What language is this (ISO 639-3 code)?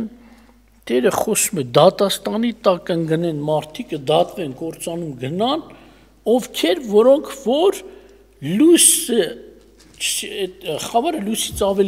hye